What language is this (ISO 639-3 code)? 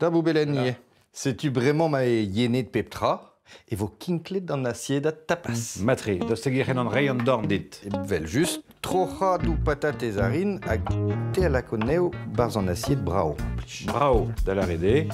bre